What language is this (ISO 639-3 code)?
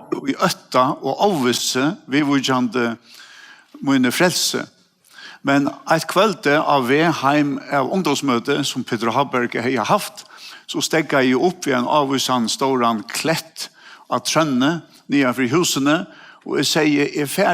fao